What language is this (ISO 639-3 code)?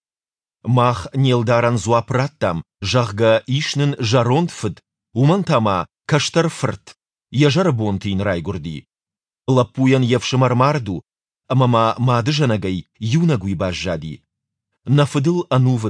oss